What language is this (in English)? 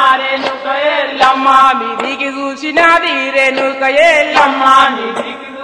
Telugu